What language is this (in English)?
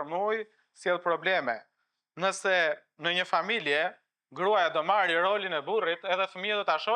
Albanian